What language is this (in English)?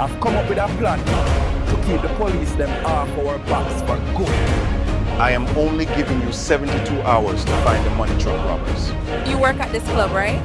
Jamaican Creole English